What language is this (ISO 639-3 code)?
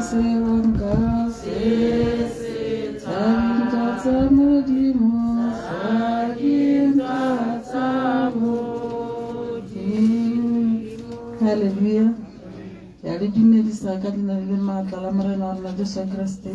tsn